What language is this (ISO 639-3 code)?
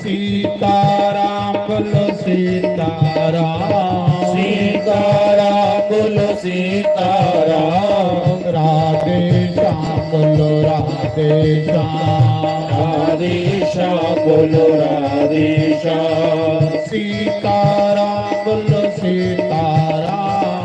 doi